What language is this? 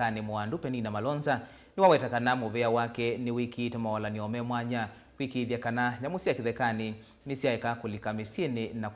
Kamba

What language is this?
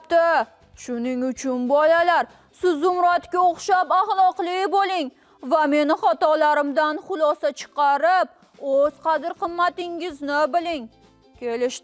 Uzbek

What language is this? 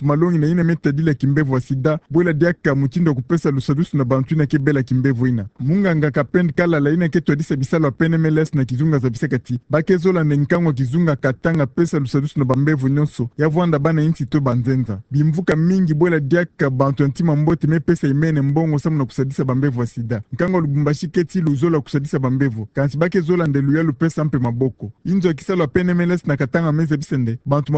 Kituba (Democratic Republic of Congo)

